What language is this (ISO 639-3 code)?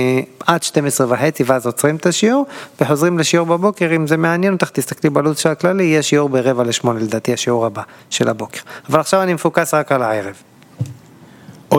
heb